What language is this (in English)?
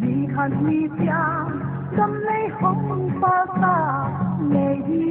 Paite Chin